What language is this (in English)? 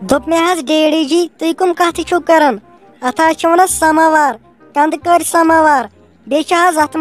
Kashmiri